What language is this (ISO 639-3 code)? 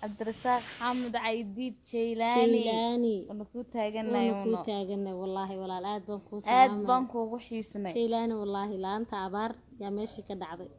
som